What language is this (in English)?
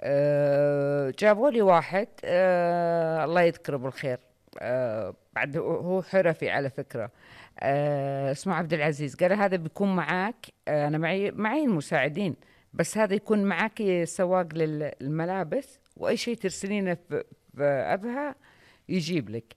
Najdi Arabic